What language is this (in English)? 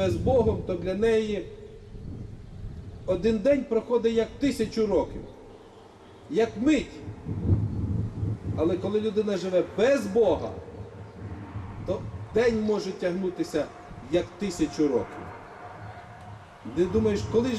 Ukrainian